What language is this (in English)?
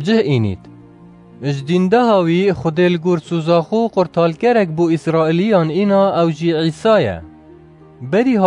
Kurdish